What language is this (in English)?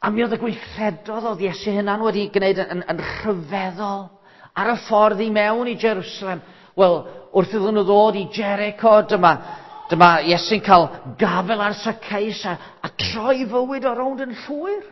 Welsh